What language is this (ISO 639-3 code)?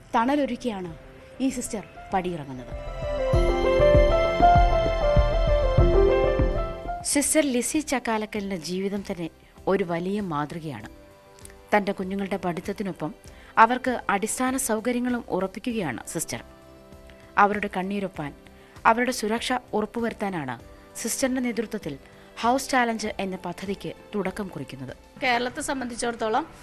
mal